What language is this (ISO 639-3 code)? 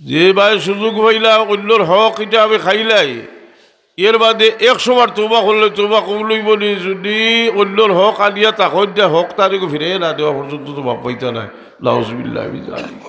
syl